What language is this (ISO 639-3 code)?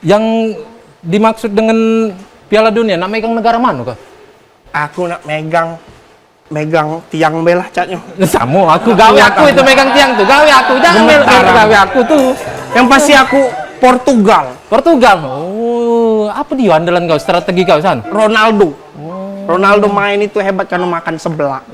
mui